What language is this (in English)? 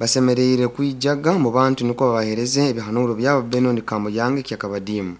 Nyoro